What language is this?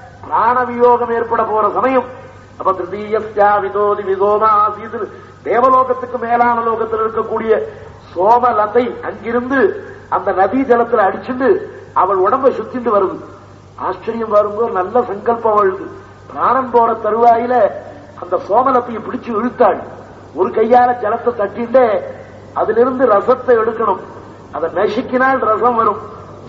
Tamil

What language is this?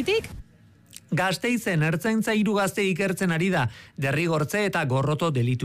Basque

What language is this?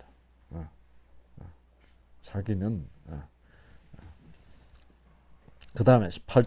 Korean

